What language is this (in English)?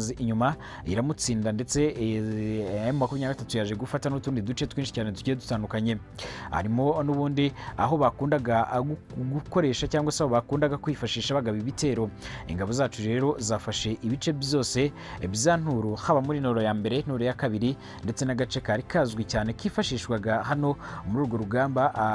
Kinyarwanda